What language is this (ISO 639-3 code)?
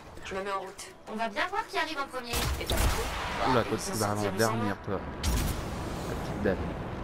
fra